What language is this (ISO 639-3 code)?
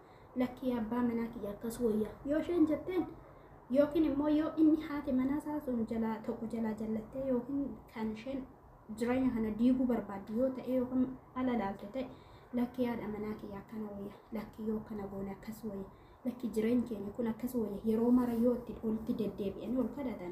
orm